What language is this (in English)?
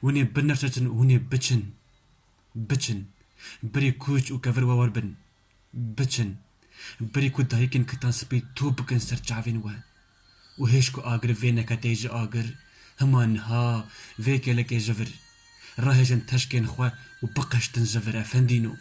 Kurdish